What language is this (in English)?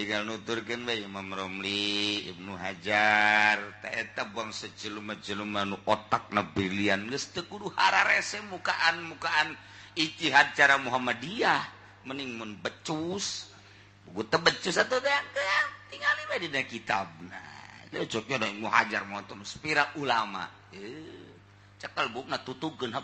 Sundanese